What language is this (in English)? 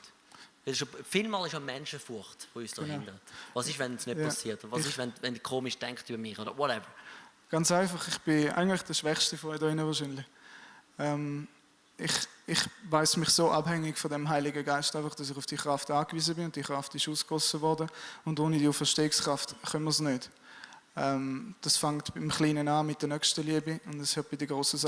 Swiss German